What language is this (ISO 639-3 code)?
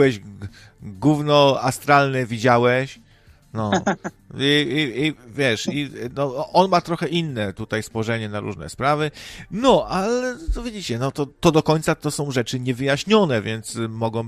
pol